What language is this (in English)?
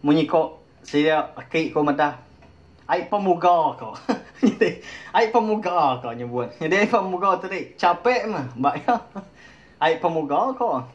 Iban